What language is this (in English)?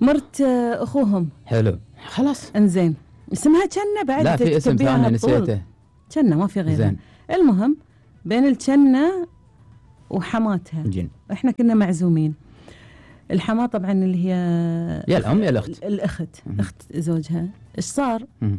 Gulf Arabic